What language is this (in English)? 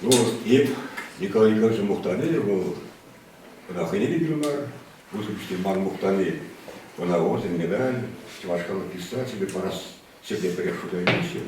Chuvash